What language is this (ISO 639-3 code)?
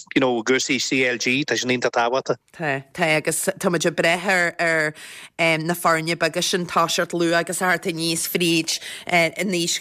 gle